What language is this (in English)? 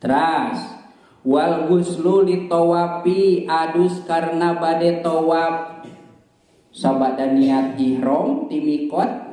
Sundanese